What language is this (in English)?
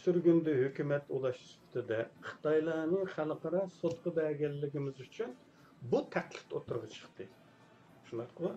Uyghur